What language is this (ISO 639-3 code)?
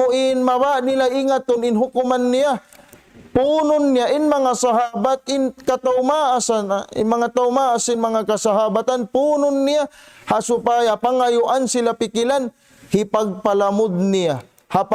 tsg